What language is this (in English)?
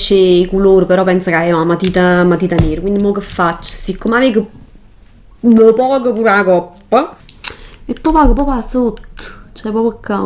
Neapolitan